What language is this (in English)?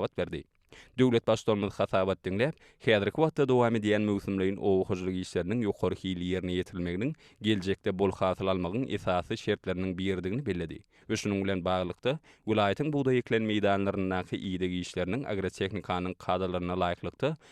Turkmen